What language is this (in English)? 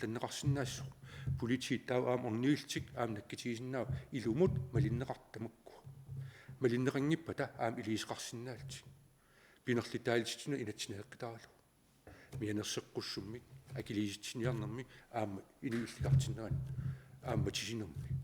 Kalaallisut